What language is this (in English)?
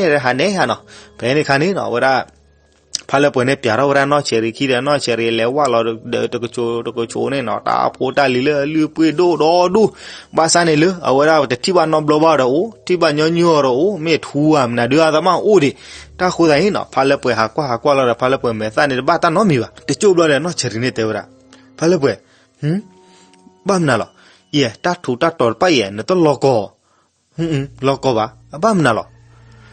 S'gaw Karen